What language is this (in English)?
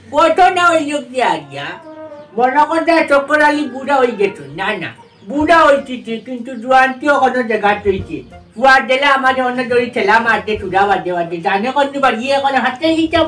Sylheti